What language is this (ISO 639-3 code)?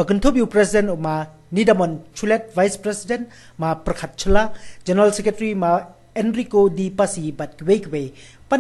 kha